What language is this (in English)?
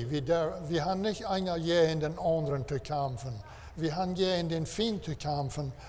Plautdietsch